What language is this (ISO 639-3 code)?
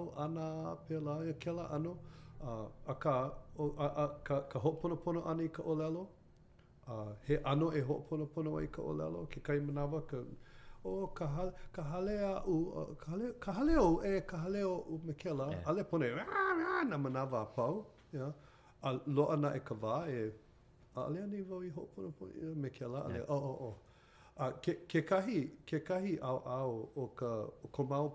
haw